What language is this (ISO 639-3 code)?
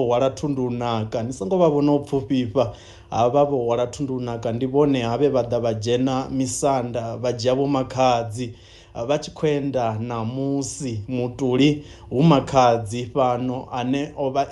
ven